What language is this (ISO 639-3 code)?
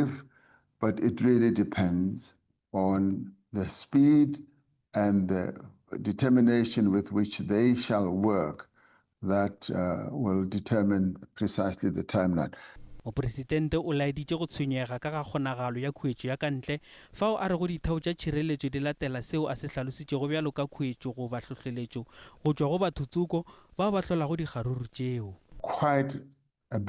nso